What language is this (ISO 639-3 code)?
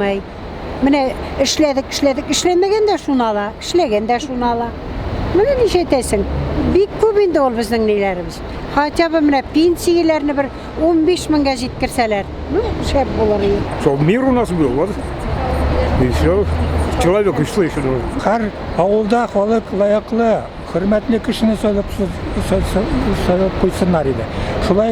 tat